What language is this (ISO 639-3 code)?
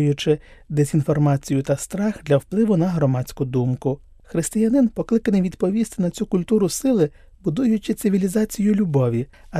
ukr